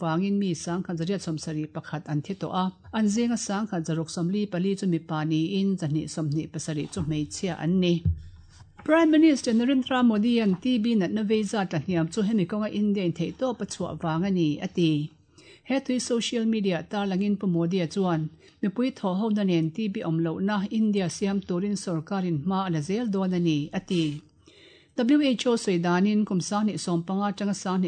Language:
Mizo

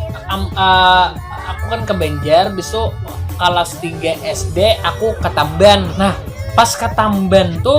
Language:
Banjar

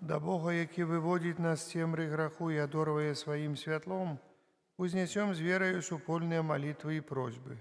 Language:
Belarusian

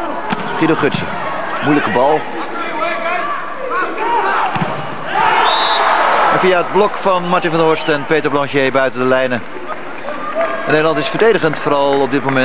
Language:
Dutch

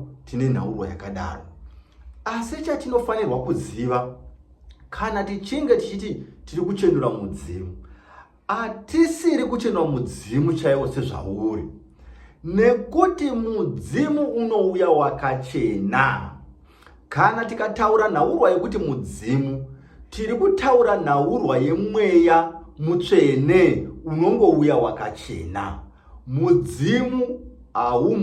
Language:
Shona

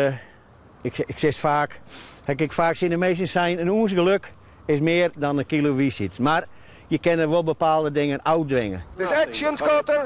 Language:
Western Frisian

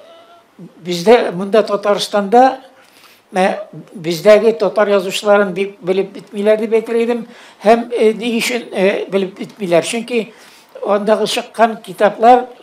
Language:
Tatar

